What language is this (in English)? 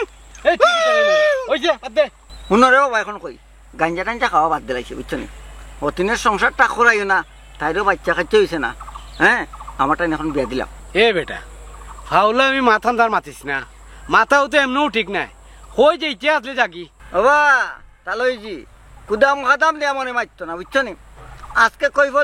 Sylheti